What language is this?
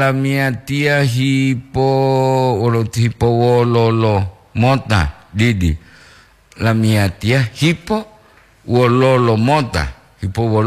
Gorontalo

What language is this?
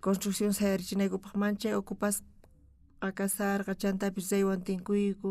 South Bolivian Quechua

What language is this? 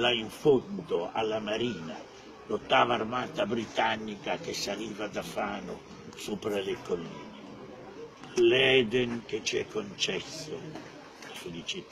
Italian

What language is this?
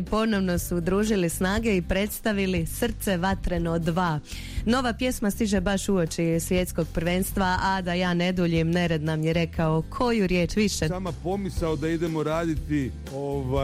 Croatian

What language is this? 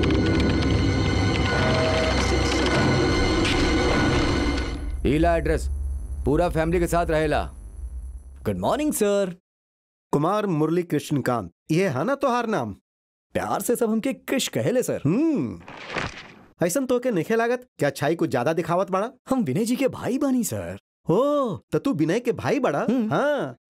Bhojpuri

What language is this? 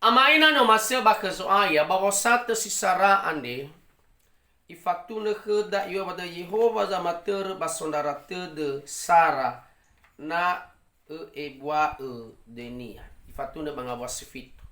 Nias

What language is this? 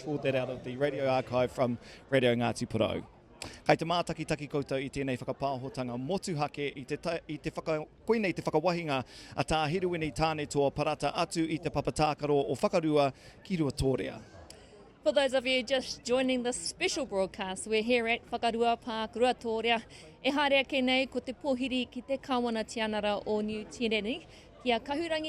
Māori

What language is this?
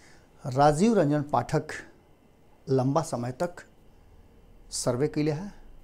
Bhojpuri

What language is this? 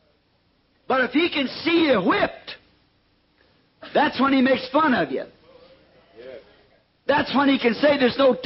English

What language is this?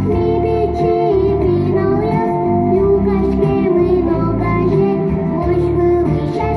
Udmurt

